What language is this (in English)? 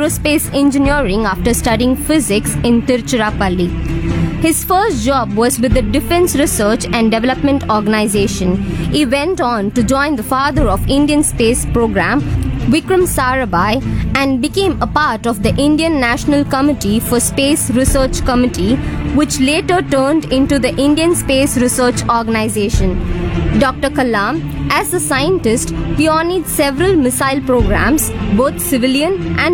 English